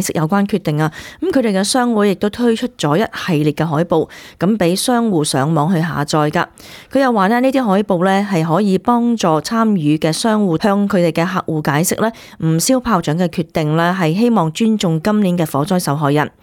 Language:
Cantonese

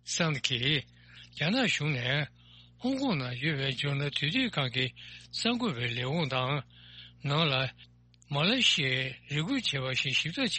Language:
Tibetan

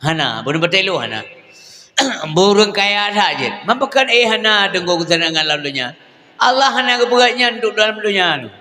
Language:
Achinese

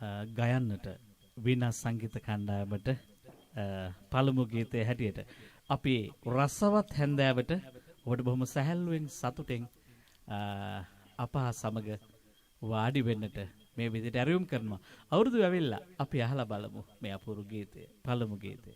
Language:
Sinhala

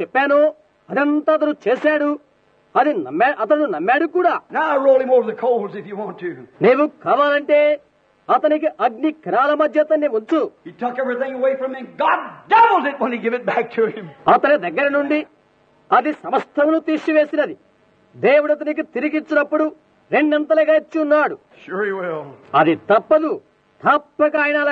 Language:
Telugu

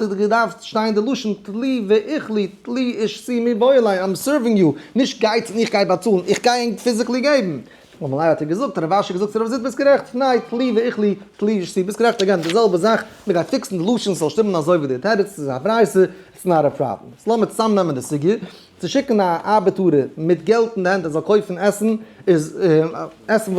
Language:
Yiddish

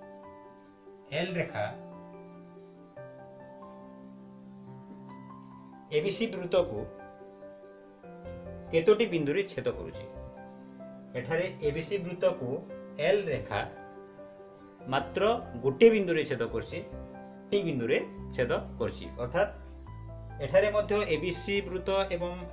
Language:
Odia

